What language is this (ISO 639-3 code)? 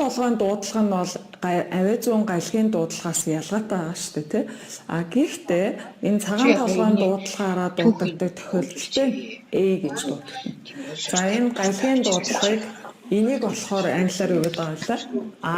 mon